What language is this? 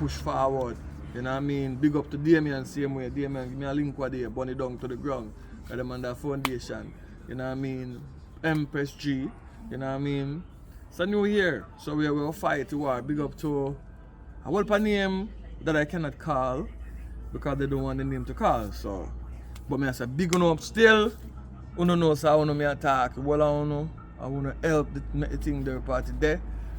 Jamaican Creole English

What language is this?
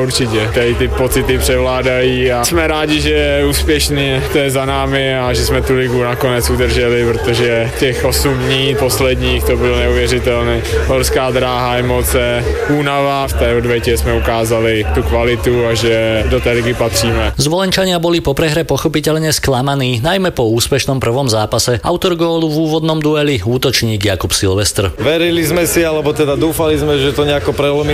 Slovak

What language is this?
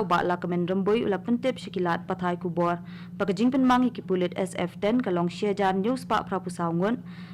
Khasi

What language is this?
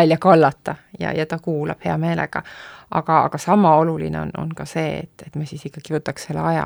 Estonian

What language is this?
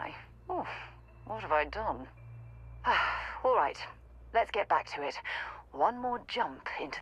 English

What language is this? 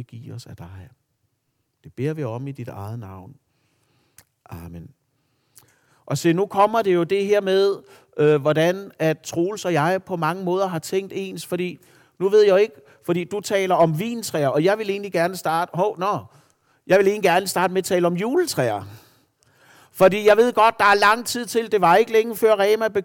Danish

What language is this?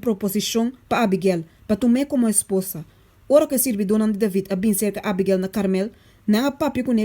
Papiamento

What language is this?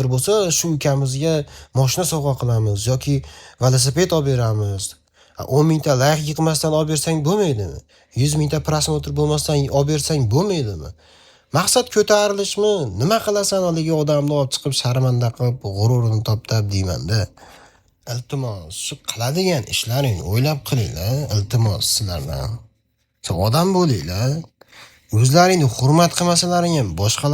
Uzbek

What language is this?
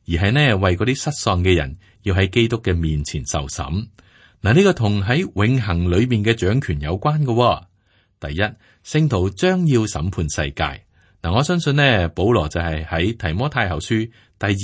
Cantonese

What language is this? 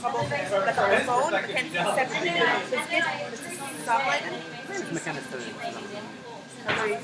Yiddish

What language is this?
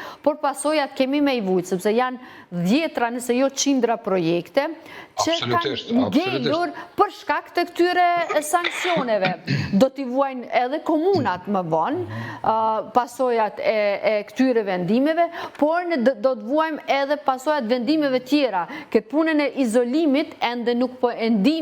Albanian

